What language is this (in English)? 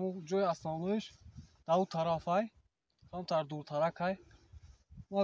Tajik